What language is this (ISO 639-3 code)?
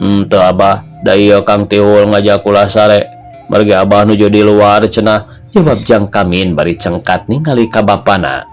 sun